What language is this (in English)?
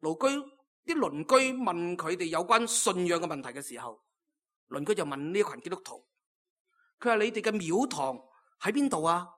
Cantonese